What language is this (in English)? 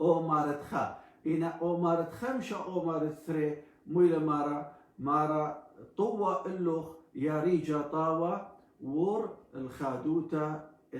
Assyrian Neo-Aramaic